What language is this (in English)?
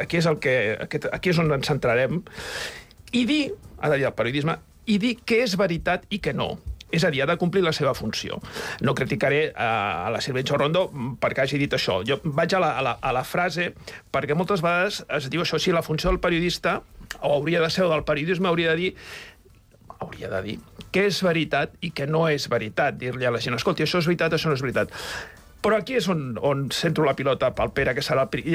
Catalan